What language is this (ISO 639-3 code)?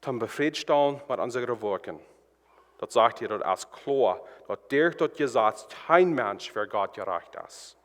pdt